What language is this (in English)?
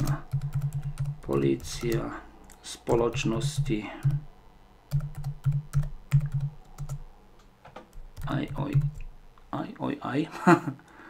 Slovak